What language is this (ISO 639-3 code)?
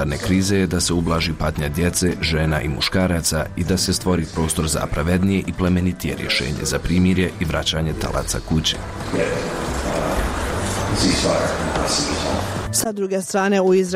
bos